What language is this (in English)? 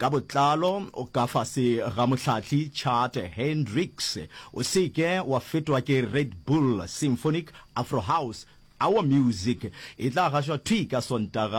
Northern Sotho